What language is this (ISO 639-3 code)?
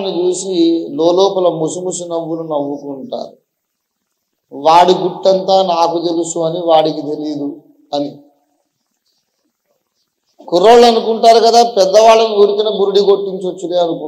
tel